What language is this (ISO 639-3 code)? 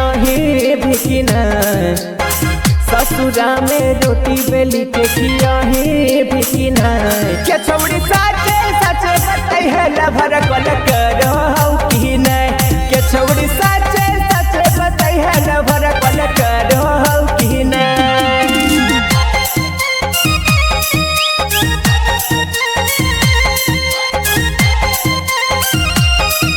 bho